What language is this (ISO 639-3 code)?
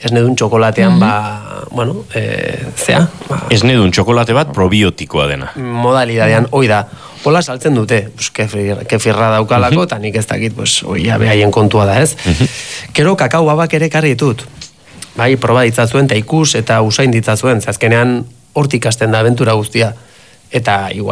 eus